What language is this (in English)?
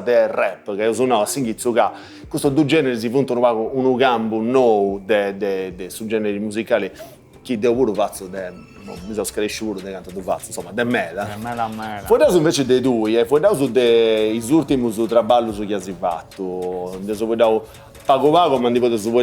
Sardinian